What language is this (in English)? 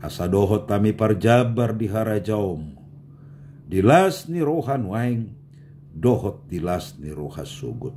Batak Toba